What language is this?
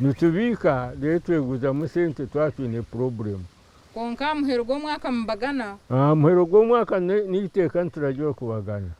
Nyankole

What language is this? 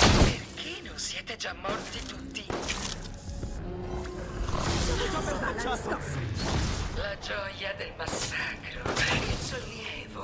Italian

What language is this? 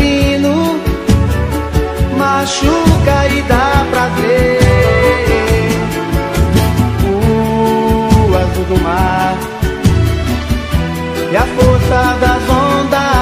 Portuguese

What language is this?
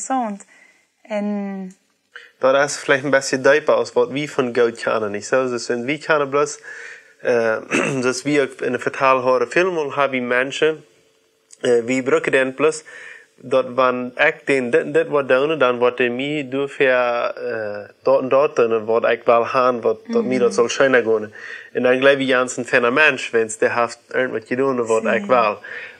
Plautdietsch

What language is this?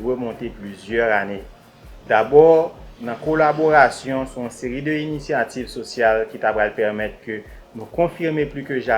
Haitian Creole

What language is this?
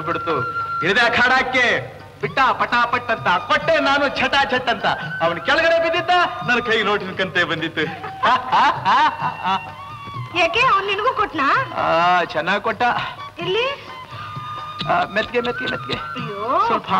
Kannada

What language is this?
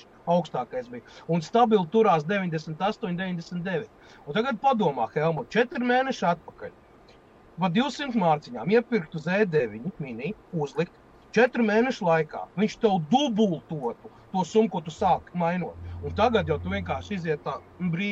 Latvian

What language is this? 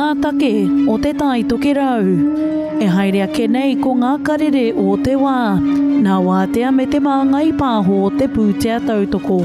Māori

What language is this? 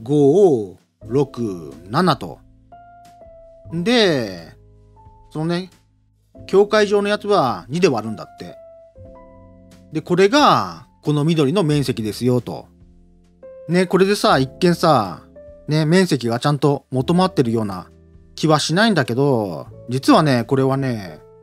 Japanese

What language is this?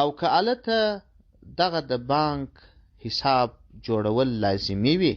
Pashto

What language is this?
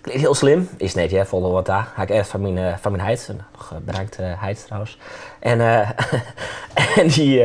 Western Frisian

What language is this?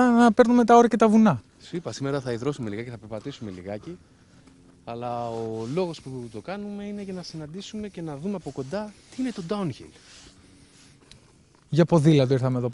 Greek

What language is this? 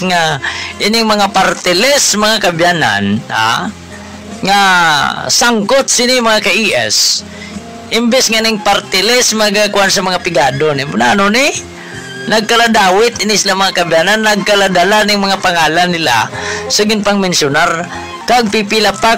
Hiligaynon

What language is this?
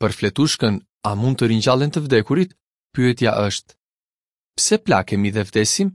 Albanian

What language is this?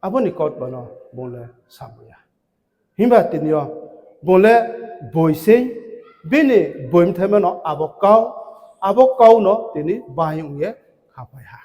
Riang (India)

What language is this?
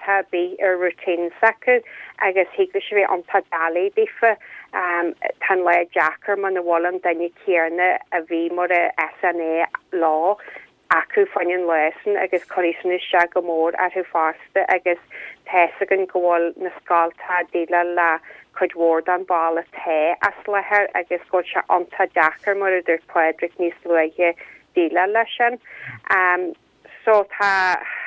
Irish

